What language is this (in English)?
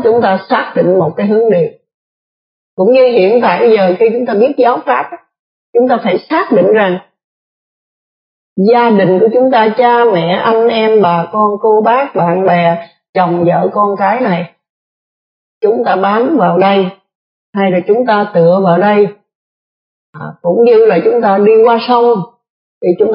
Vietnamese